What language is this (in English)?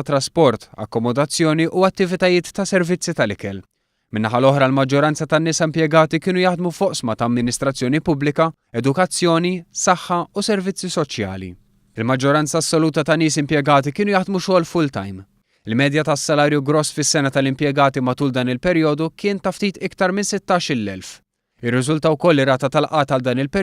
Maltese